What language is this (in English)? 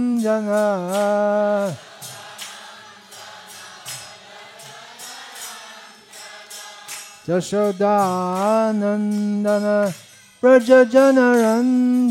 Bangla